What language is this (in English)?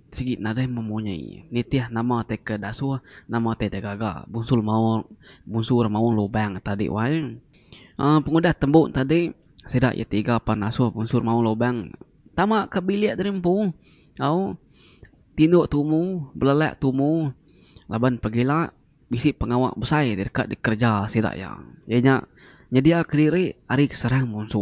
Iban